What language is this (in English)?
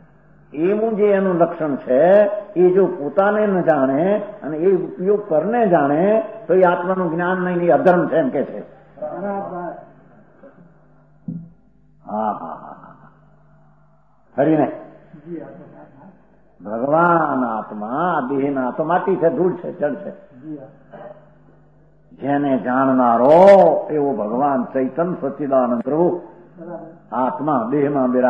Gujarati